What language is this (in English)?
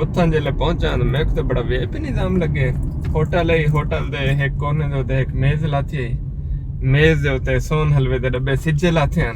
Saraiki